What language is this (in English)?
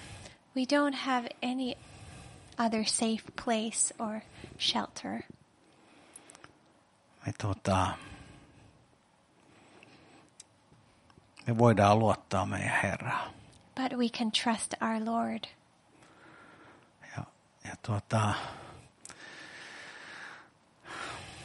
Finnish